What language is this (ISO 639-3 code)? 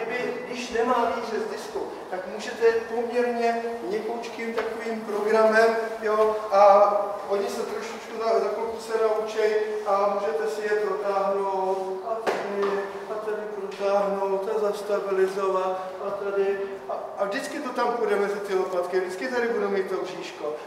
ces